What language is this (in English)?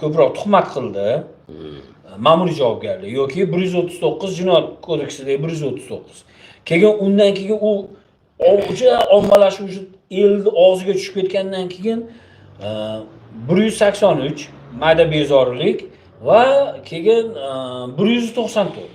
Uzbek